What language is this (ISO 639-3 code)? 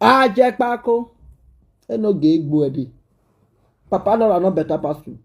pcm